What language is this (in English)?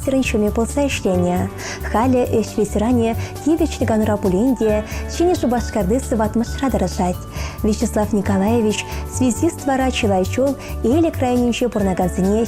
Chuvash